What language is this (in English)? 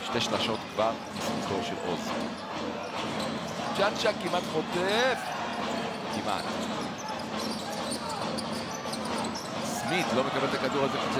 Hebrew